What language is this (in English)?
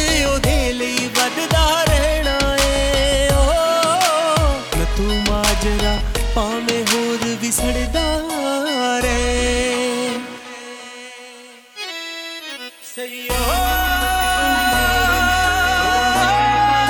Punjabi